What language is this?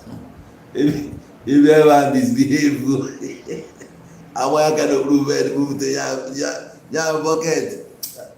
Igbo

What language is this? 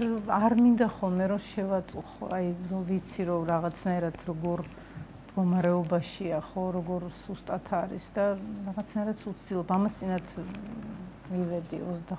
Georgian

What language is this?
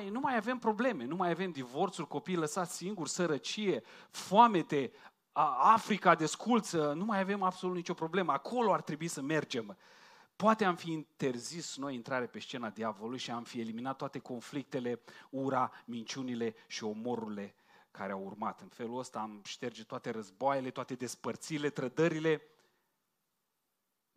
Romanian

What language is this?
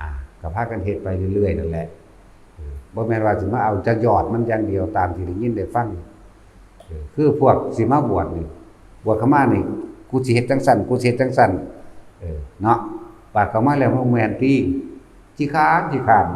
Northeastern Thai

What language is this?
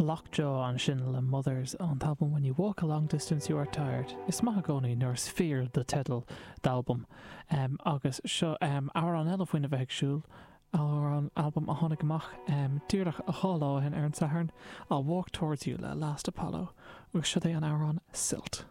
Irish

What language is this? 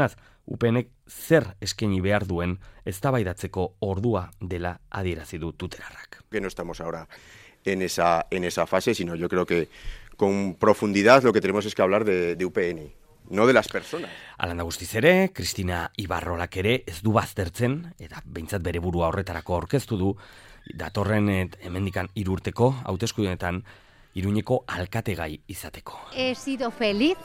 Basque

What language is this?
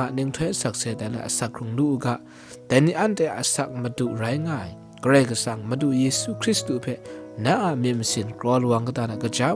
Kachin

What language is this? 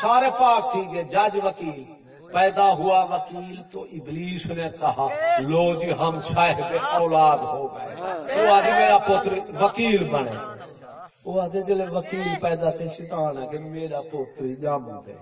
Saraiki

